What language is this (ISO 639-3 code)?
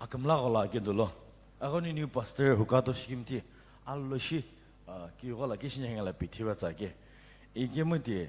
nsm